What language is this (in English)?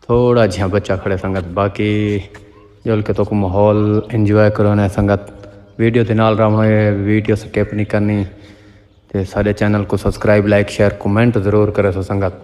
Saraiki